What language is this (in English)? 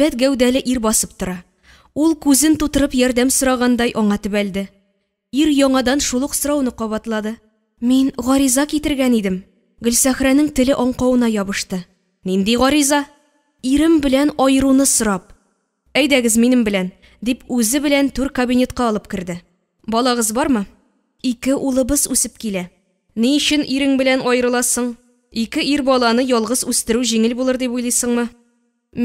Tatar